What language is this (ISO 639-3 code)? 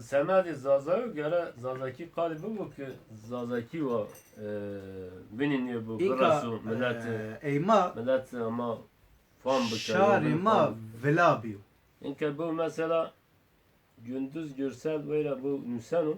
zza